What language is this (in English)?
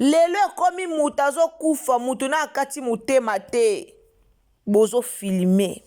Lingala